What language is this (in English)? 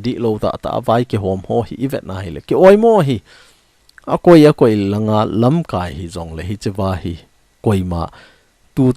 Thado Chin